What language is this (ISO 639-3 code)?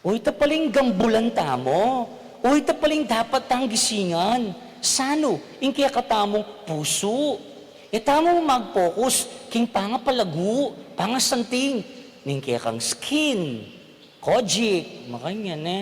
pam